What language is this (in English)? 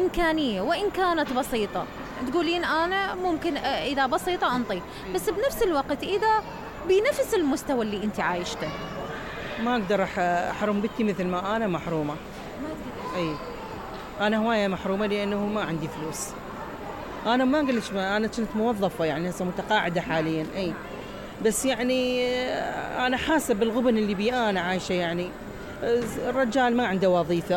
Mesopotamian Arabic